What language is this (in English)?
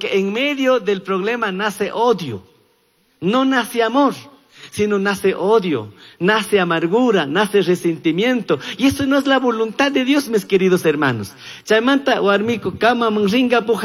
Chimborazo Highland Quichua